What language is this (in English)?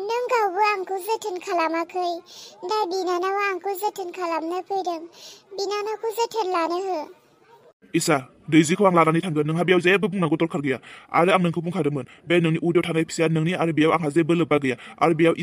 Bodo